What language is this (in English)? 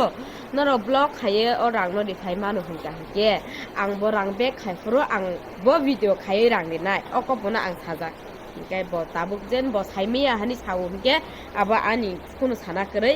Kok Borok